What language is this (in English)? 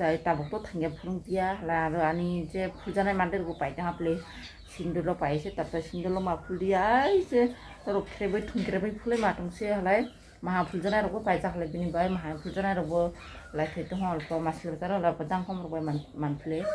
Kok Borok